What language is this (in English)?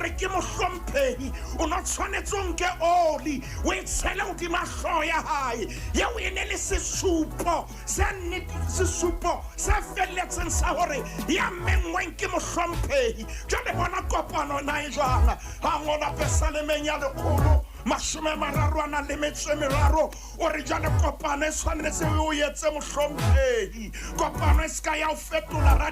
Southern Sotho